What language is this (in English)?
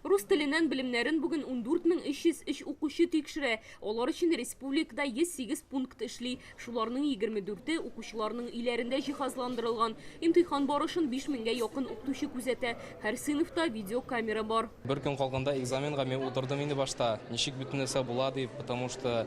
Tatar